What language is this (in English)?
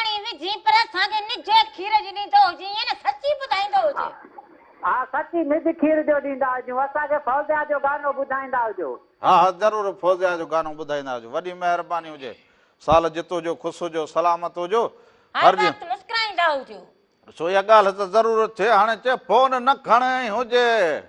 Sindhi